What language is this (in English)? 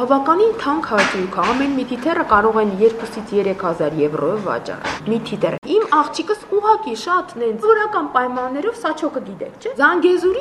Armenian